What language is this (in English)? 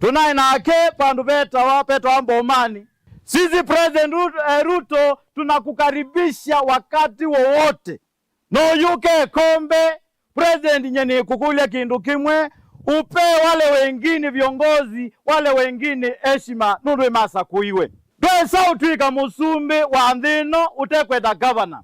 Kamba